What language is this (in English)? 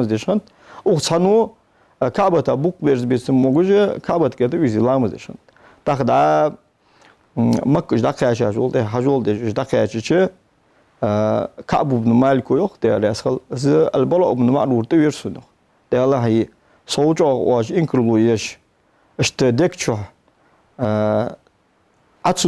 Ingush